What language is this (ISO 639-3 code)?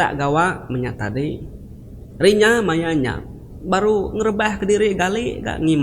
iba